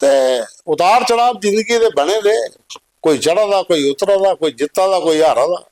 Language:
Dogri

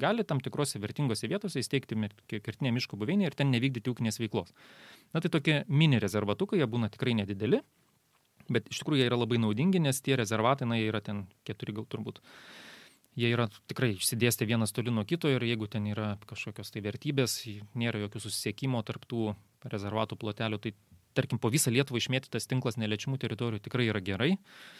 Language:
Lithuanian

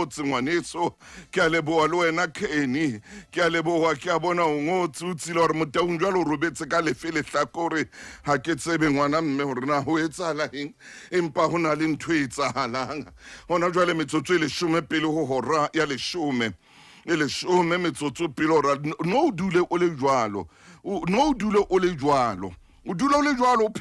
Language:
Southern Sotho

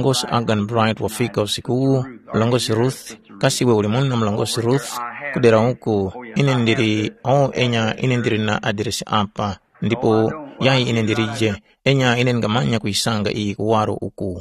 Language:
Tumbuka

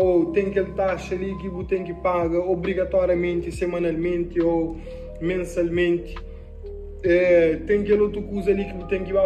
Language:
Kabuverdianu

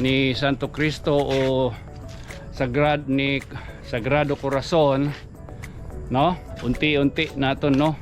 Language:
Waray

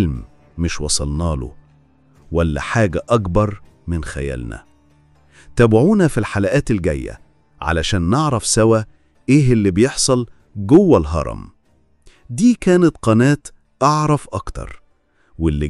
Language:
Egyptian Arabic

